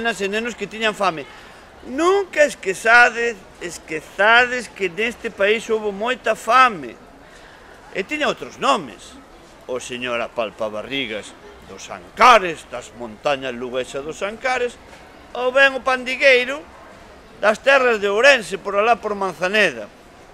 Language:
Galician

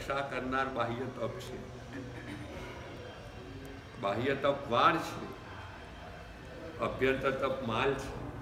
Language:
Gujarati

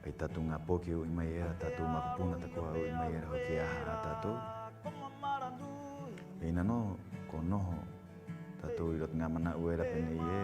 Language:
Rapanui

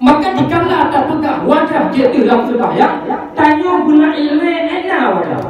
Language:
Achinese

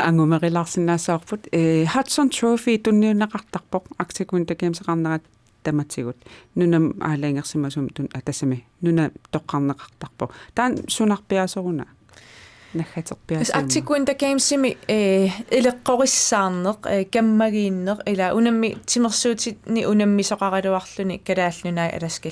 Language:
Kalaallisut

